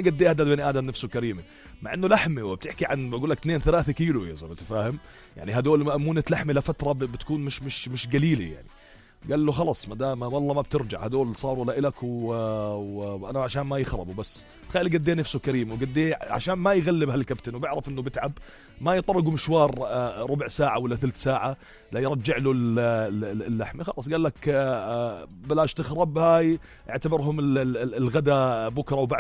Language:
North Levantine Arabic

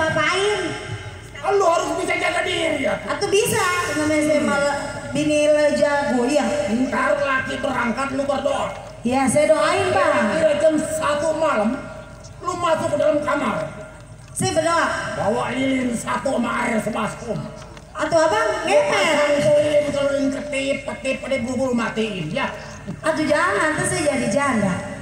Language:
Betawi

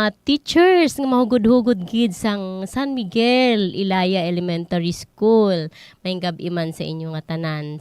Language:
Hiligaynon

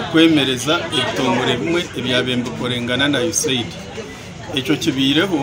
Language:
Nyankole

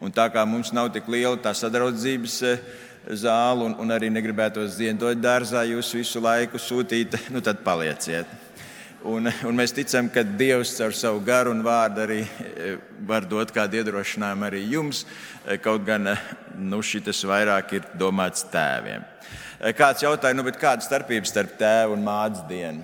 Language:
Latvian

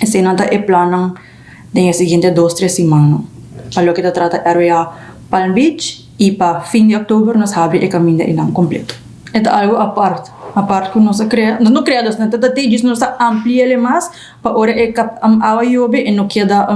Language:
Papiamento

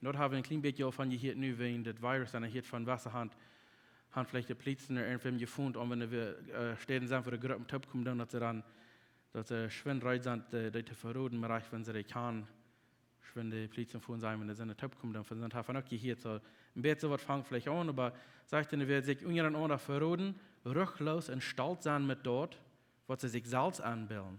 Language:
Plautdietsch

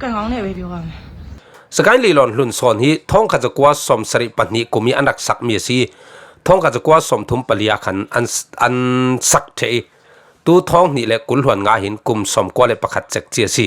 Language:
Falam Chin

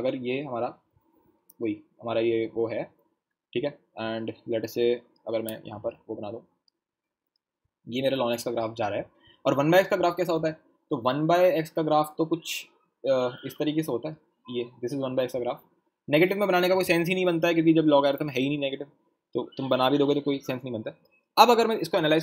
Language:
Hindi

